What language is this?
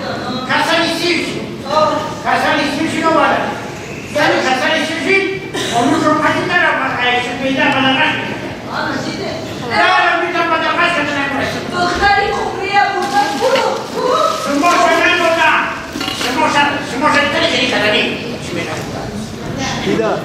Tajik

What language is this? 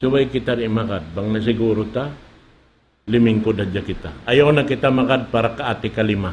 Tausug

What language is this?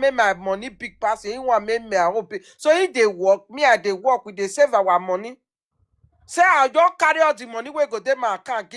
Nigerian Pidgin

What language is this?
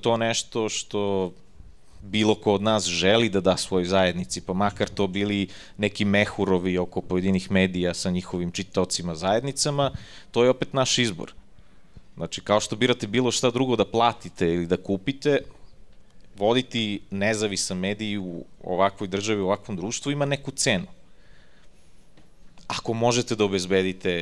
Serbian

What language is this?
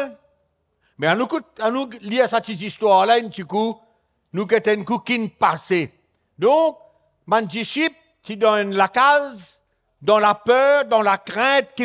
Morisyen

